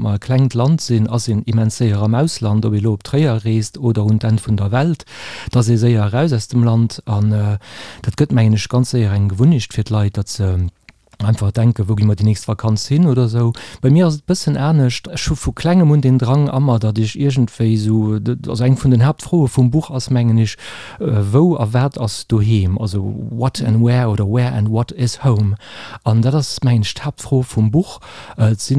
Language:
Luxembourgish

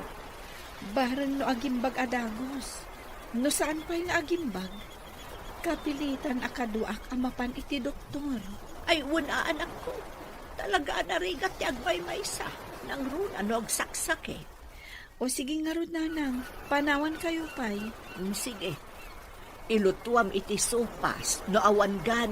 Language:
Iloko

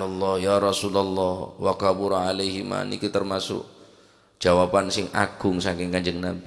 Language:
Madurese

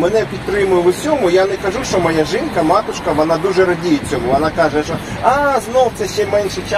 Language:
Ukrainian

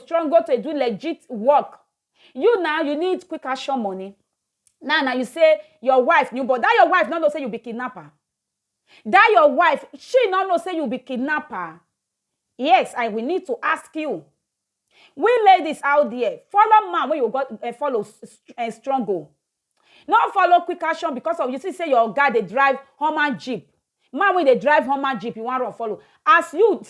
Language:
Nigerian Pidgin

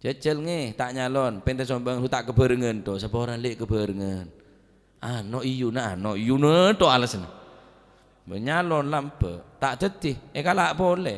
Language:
Madurese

